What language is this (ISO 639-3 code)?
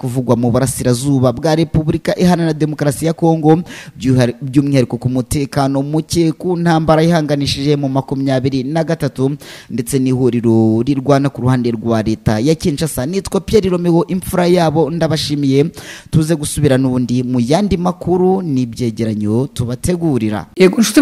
kin